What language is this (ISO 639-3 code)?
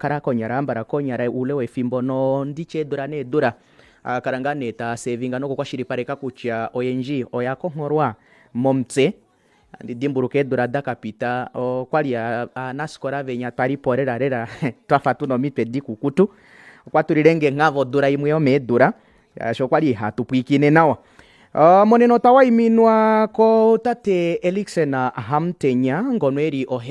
kua